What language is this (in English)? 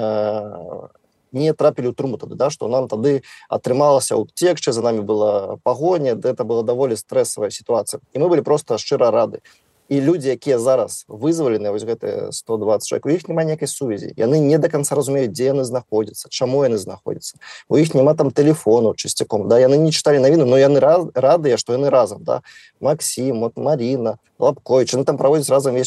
Belarusian